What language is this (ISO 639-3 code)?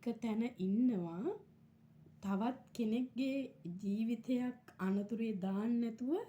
sin